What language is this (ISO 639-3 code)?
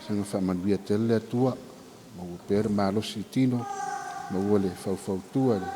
smo